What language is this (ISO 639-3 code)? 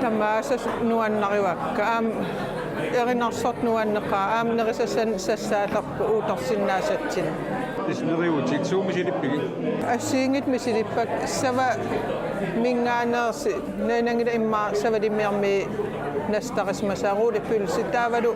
kal